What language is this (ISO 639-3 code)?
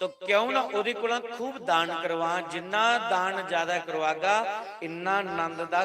doi